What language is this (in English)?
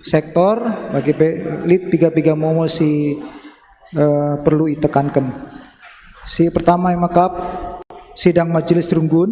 Batak Karo